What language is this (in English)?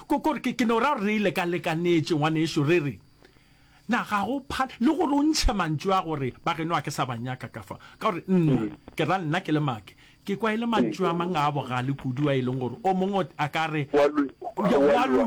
Northern Sotho